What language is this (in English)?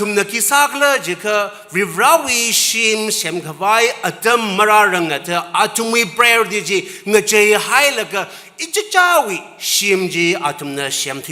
Tangkhul Naga (India)